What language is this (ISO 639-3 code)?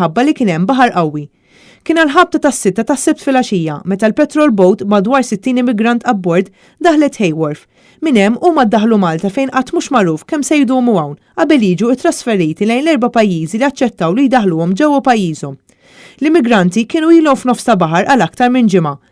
mlt